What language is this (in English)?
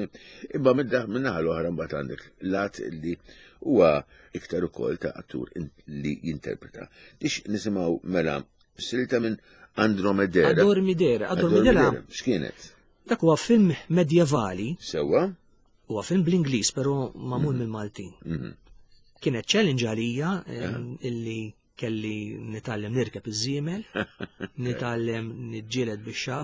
Maltese